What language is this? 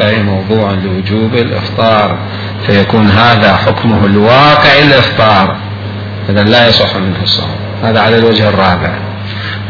Arabic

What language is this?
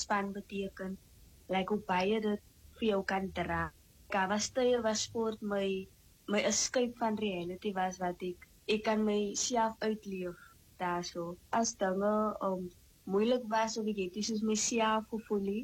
Afrikaans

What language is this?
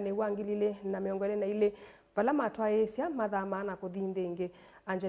Kamba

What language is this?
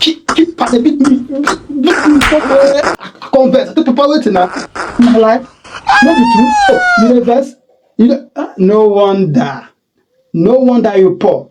Nigerian Pidgin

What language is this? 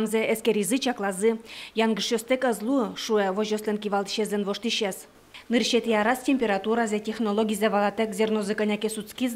Udmurt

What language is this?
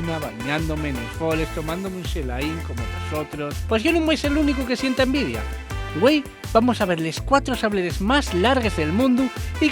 Asturian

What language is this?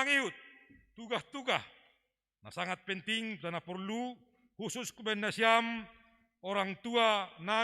Batak Simalungun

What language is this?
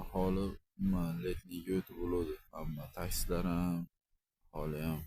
Uzbek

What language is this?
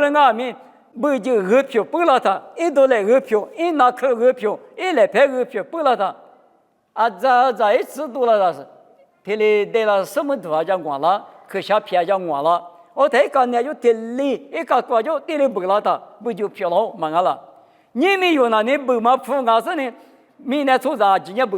Lisu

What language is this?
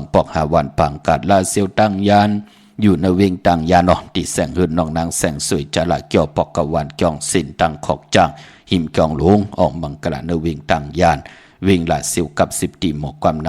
Shan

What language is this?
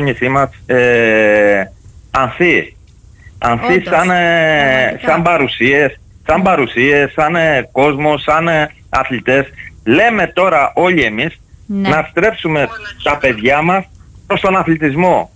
Greek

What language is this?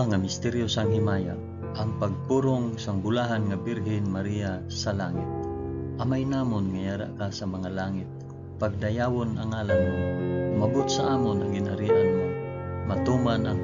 Hiligaynon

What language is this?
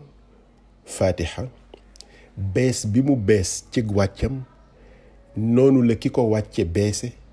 Wolof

